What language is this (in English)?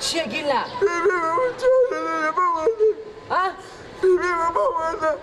Persian